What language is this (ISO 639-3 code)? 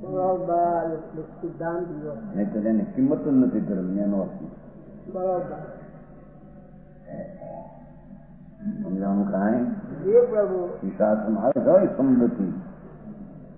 guj